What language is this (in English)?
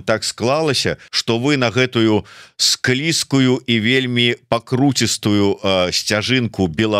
Belarusian